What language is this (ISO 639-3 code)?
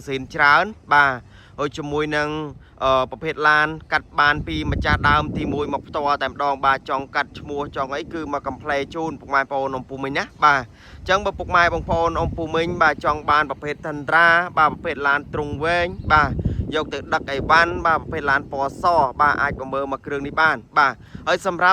khm